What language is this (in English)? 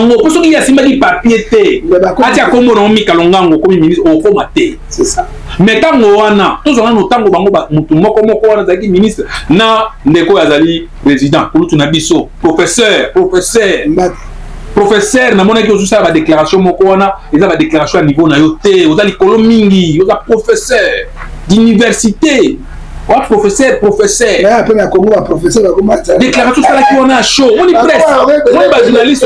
Lingala